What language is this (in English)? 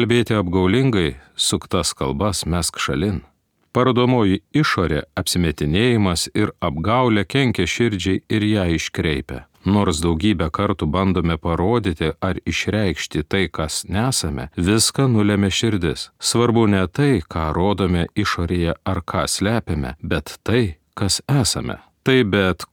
Lithuanian